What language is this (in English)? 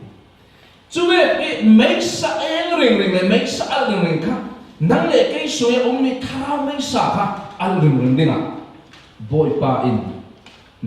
Falam Chin